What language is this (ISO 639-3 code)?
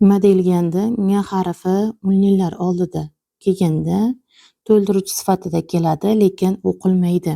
uzb